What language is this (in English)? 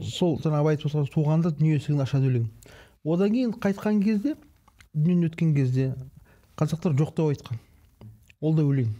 Kazakh